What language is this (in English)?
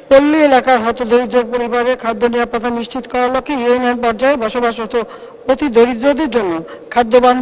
Bangla